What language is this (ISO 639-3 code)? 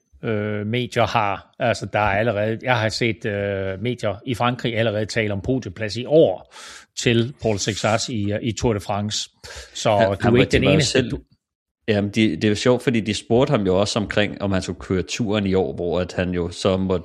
dan